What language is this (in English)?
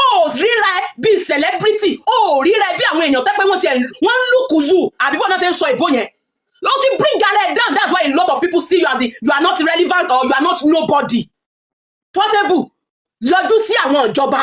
Yoruba